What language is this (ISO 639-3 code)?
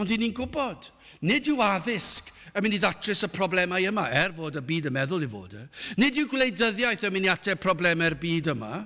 cym